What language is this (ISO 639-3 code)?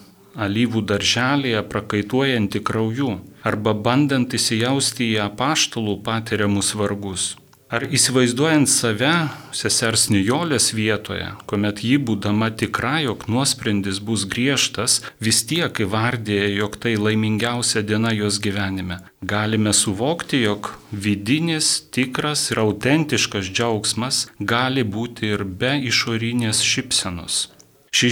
lit